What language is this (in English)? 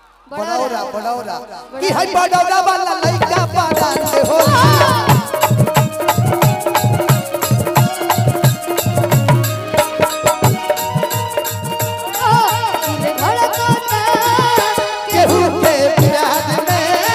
Bhojpuri